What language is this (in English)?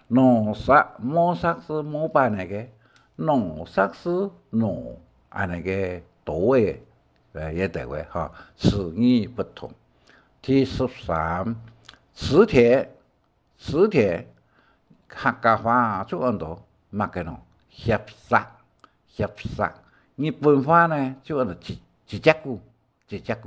Hakka Chinese